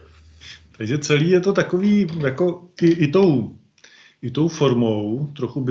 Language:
Czech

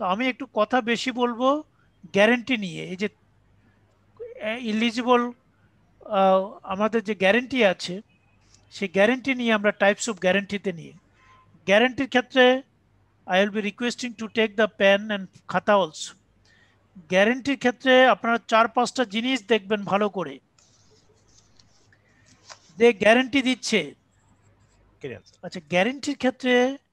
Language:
Bangla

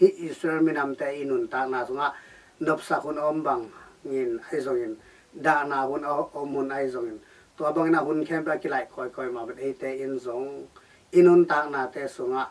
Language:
Tedim Chin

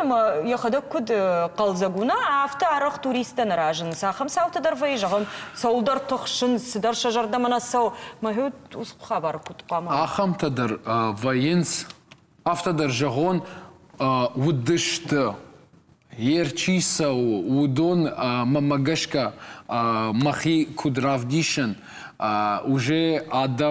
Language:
Ossetic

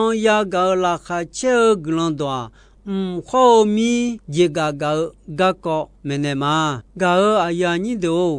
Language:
Akha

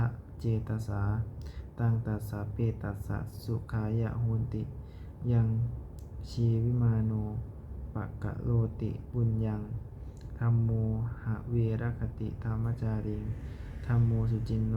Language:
Pali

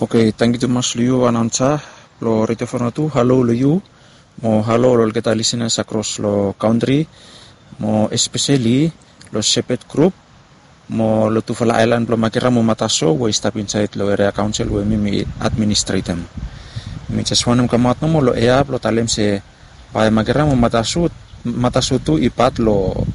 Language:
Bislama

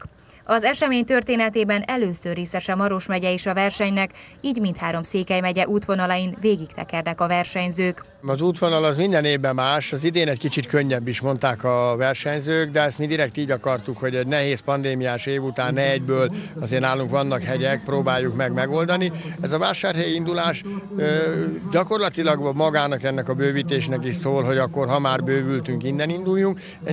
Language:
Hungarian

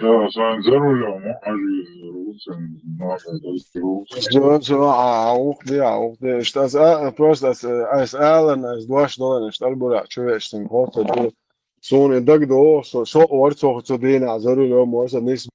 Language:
Chechen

